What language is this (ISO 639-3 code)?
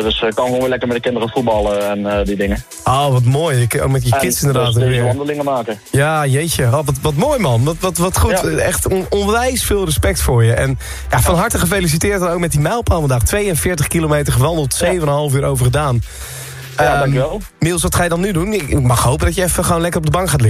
nld